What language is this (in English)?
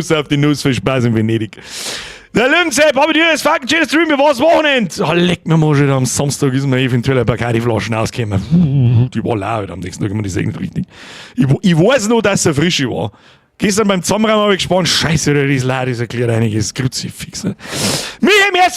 Bavarian